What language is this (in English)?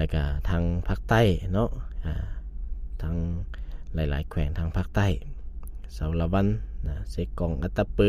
Lao